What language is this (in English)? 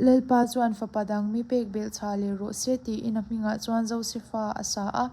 Mizo